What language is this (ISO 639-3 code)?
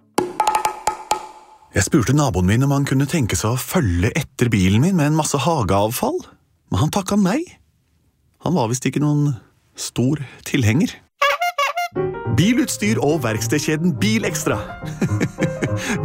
nor